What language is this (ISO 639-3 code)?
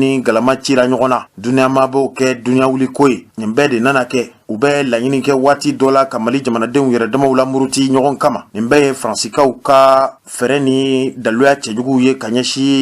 bam